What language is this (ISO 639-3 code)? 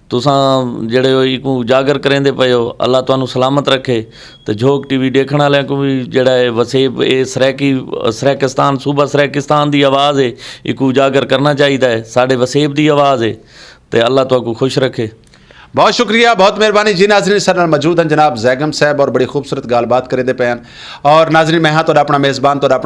skr